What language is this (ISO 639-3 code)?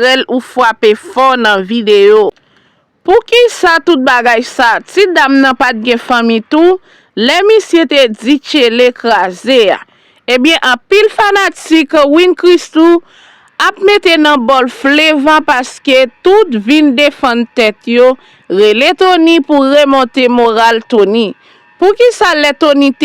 hat